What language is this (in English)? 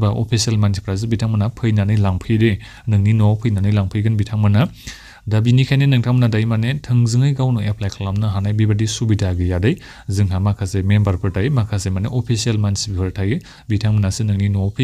Bodo